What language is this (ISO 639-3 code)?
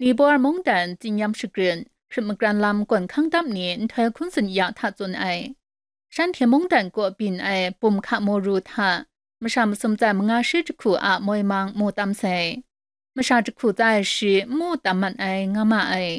kac